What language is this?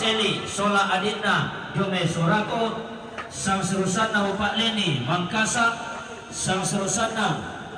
Toraja-Sa'dan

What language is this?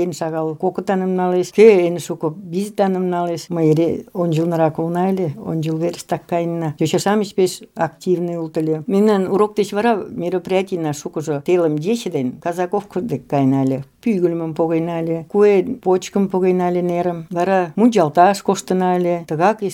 Mari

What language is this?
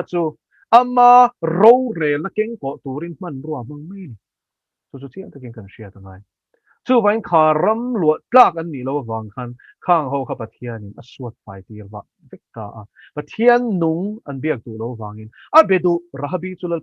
Mizo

